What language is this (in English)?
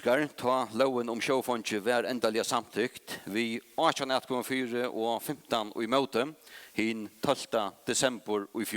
Faroese